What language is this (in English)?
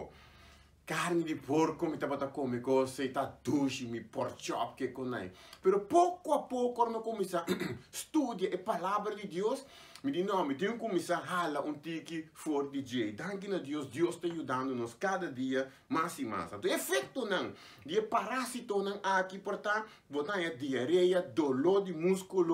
Papiamento